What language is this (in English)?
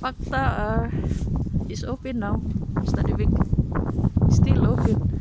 Cebuano